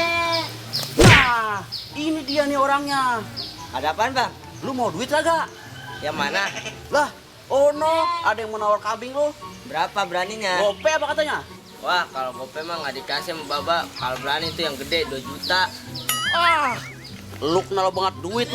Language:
Betawi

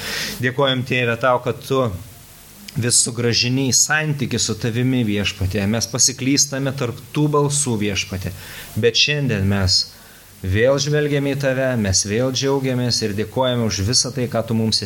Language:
Lithuanian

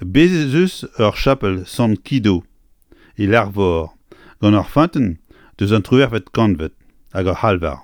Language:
Breton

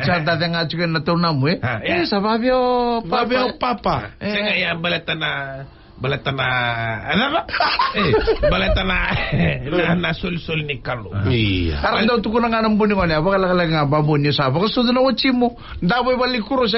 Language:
Fijian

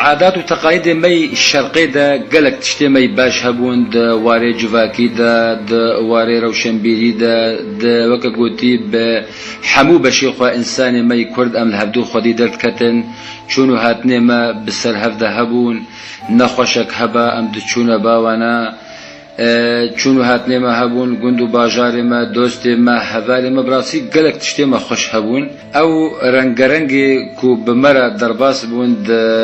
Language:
Kurdish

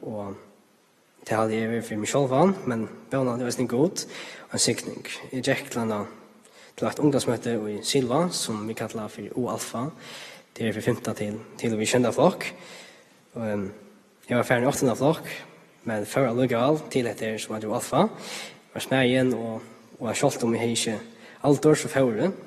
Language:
Faroese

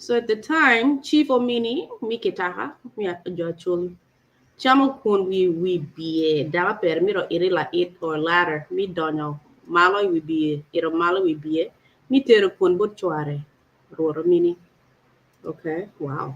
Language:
Acoli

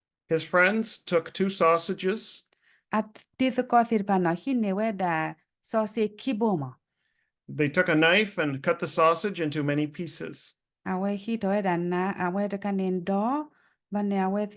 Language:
S'gaw Karen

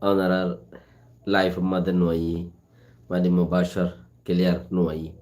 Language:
Rohingya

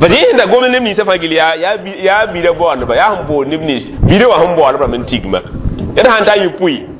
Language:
Mossi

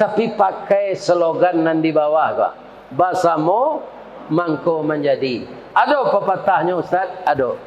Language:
Minangkabau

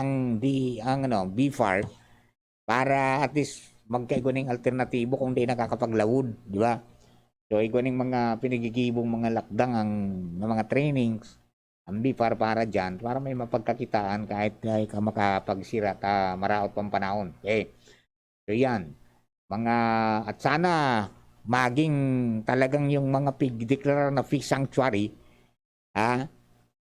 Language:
Bikol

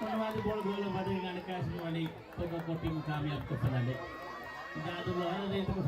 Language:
Divehi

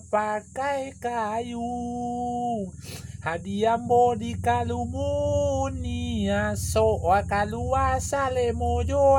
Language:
Minangkabau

